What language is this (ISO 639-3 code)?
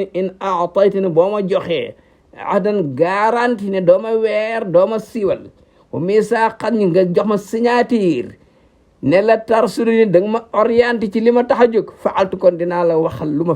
wol